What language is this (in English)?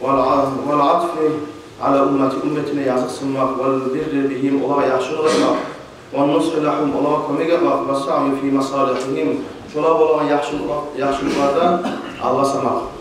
Kumyk